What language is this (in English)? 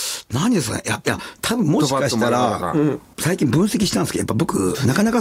Japanese